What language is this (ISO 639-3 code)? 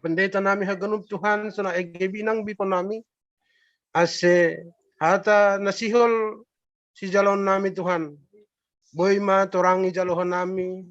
bts